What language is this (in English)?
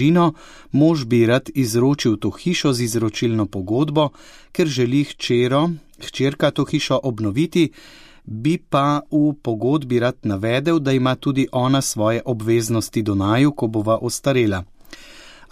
Slovenian